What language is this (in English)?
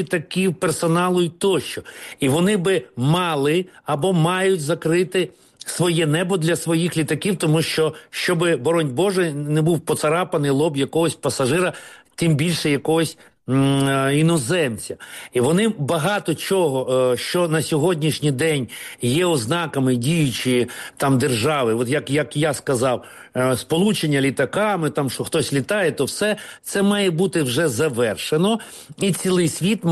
Ukrainian